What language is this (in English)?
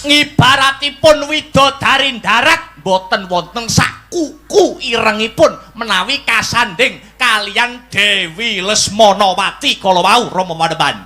Javanese